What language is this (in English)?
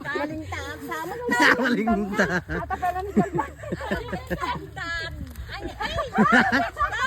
Iloko